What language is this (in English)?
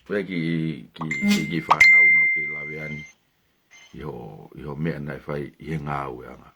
Tongan